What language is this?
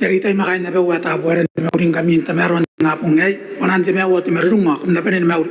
Gilbertese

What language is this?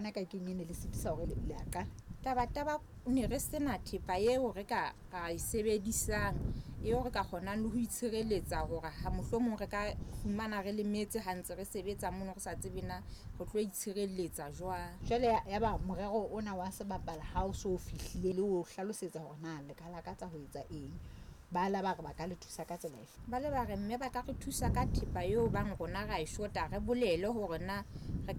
Southern Sotho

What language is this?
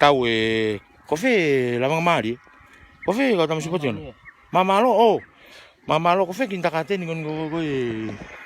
Tongan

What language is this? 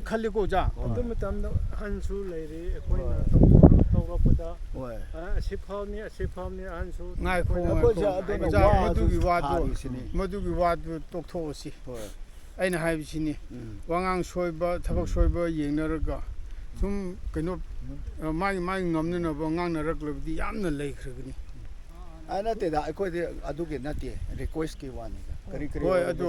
Manipuri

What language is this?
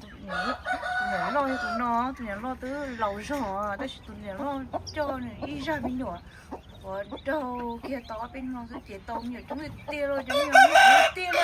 Hmong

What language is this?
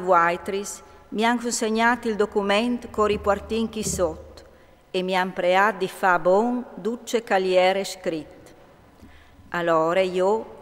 Friulian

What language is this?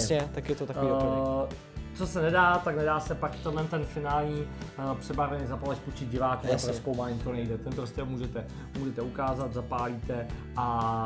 Czech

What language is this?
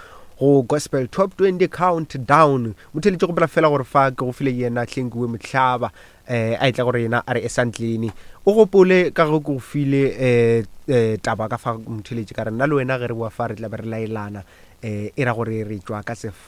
Northern Sotho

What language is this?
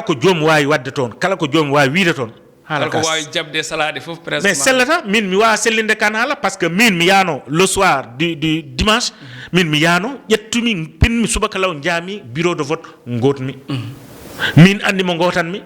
Fula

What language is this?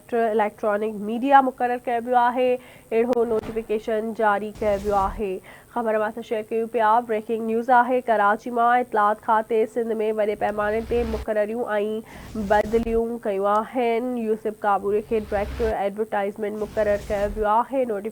Sindhi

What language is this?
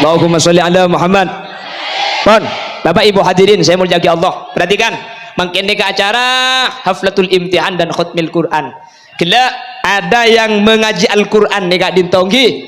Madurese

